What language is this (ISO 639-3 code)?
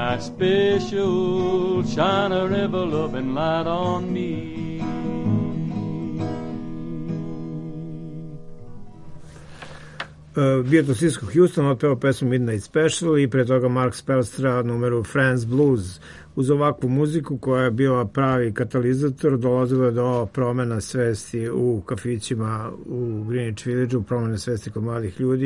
srp